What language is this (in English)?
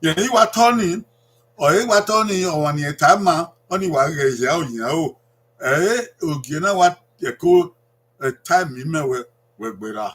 Bini